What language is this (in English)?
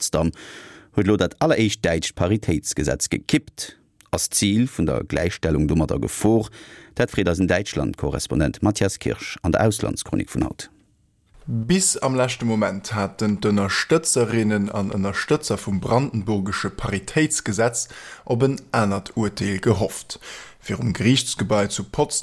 Luxembourgish